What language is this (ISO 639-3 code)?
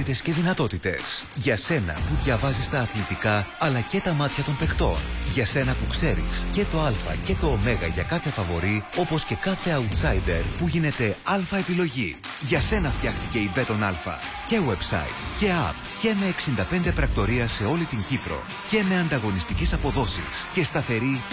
ell